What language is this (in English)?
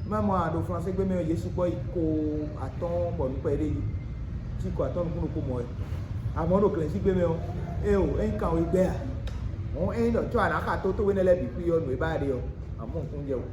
Fon